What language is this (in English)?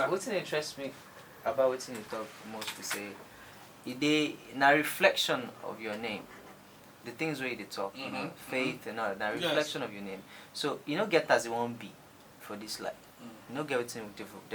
Nigerian Pidgin